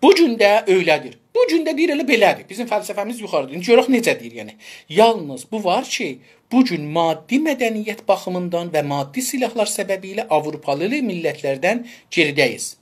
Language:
South Azerbaijani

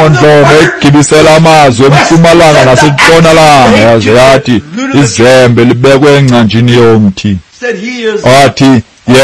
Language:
Xhosa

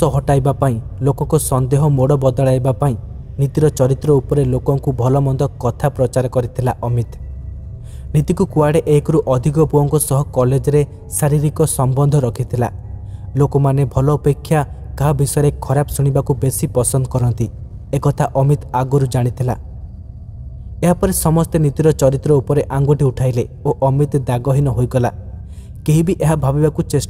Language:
Odia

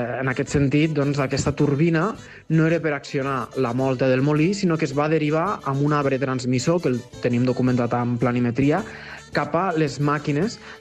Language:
Catalan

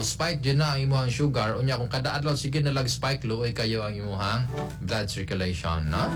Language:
Cebuano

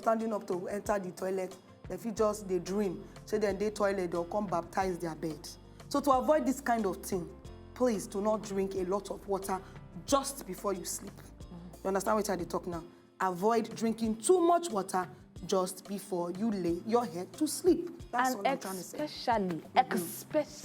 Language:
Nigerian Pidgin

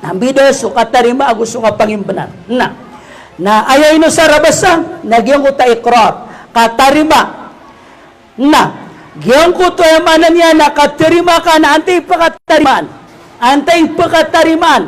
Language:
Maranao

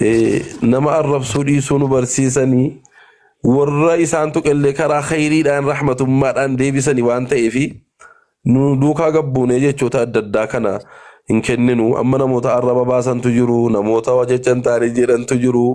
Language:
Oromo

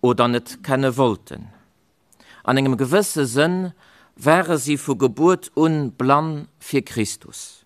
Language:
Luxembourgish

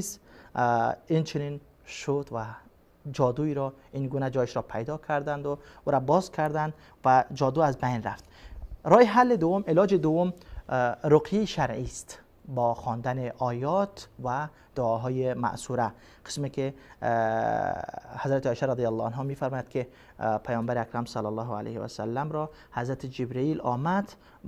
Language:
Persian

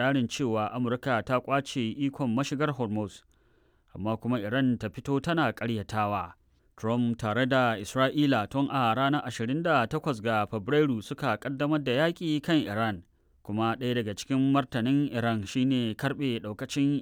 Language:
Hausa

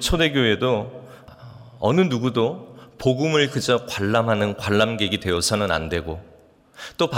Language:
Korean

